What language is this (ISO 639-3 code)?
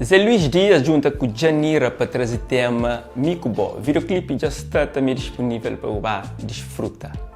kea